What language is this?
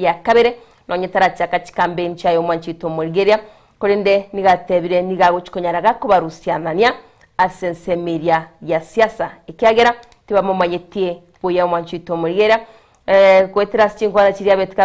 Gusii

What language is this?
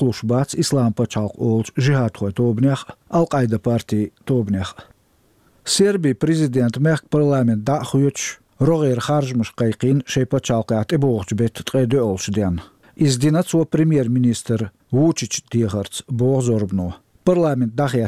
Chechen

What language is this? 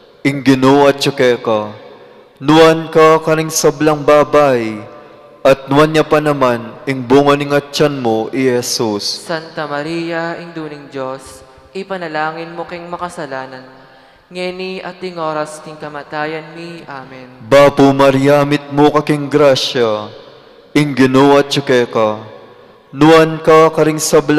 Pampanga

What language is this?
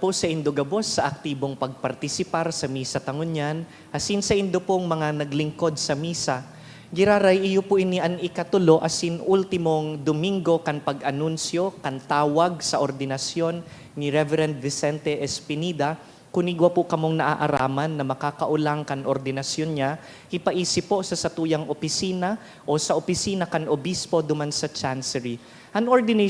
Bikol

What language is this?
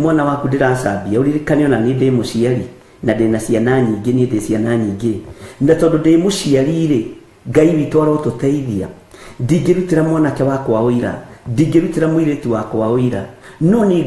Kikuyu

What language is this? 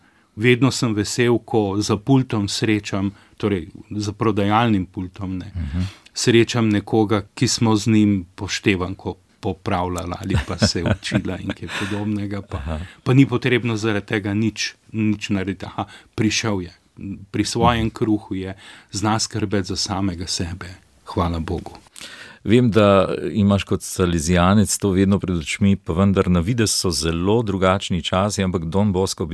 Slovenian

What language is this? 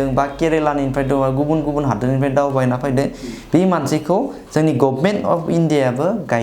Bodo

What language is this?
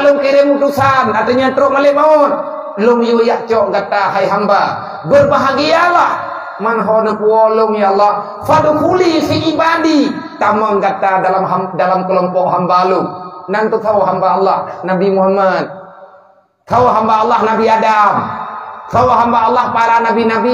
Achinese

